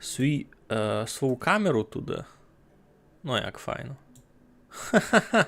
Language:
Rusyn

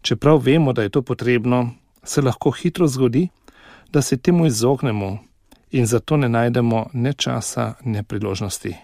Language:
Slovenian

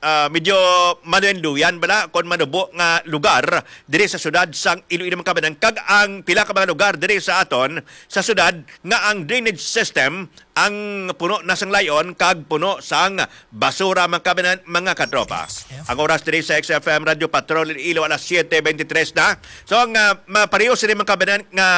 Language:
Hiligaynon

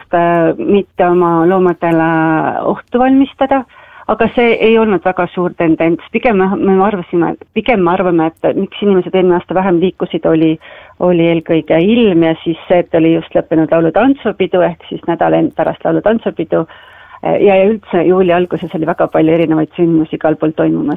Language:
Estonian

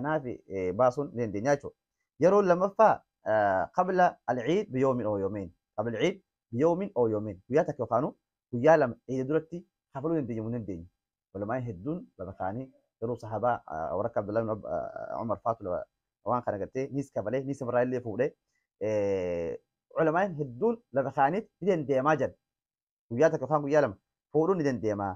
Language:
Oromo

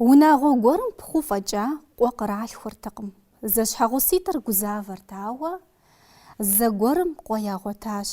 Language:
Kabardian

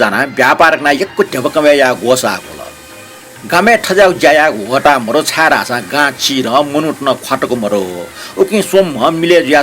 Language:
Newari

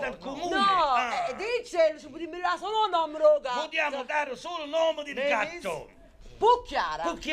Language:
Neapolitan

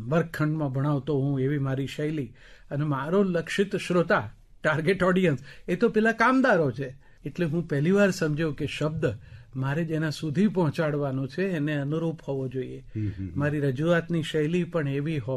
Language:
Gujarati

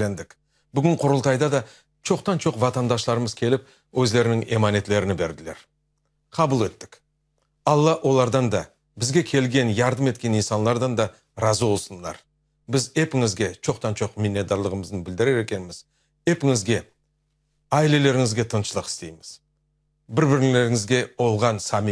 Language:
Crimean Tatar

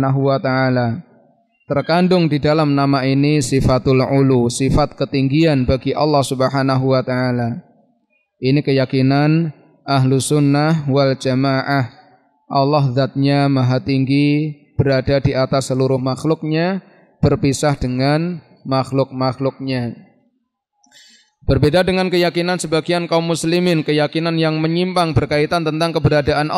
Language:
Indonesian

